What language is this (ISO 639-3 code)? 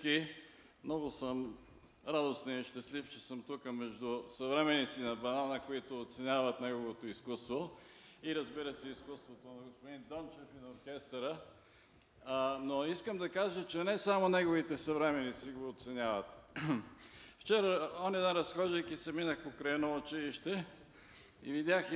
bul